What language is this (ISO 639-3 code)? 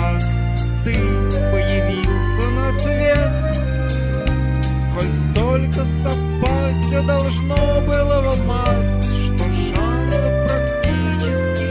rus